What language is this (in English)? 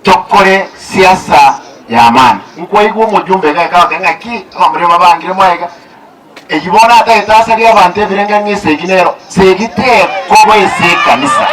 Gusii